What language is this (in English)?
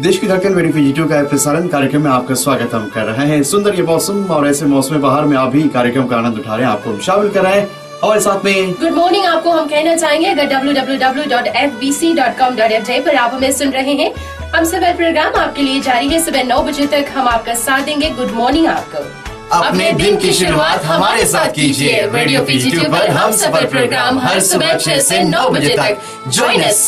Fijian